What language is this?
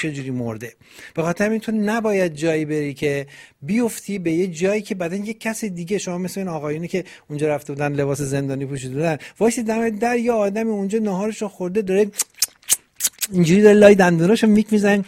Persian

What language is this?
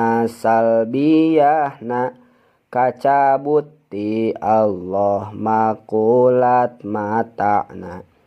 Sundanese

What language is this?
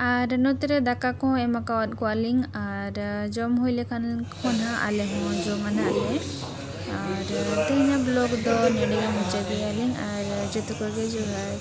Santali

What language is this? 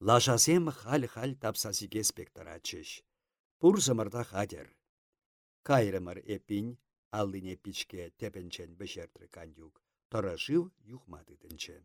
Chuvash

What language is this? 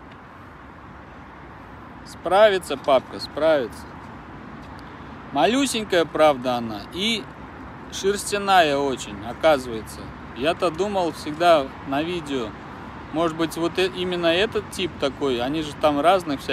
Russian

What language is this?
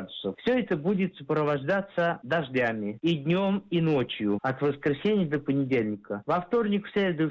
Russian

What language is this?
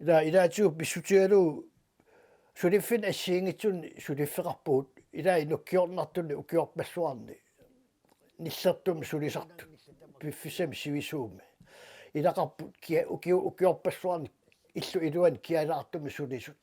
Kalaallisut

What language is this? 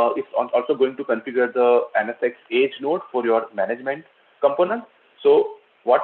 English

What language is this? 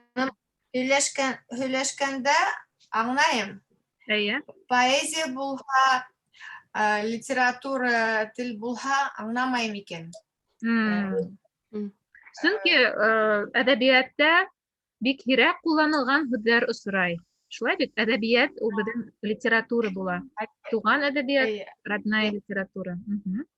Bashkir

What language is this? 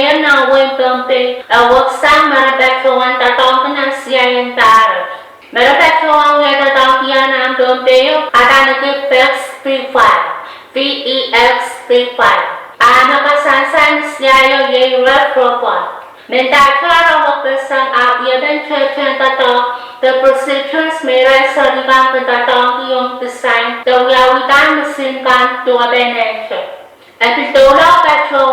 Pohnpeian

